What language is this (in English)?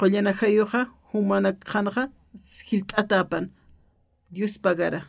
Aymara